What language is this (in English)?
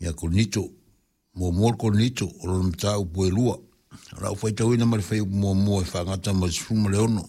Samoan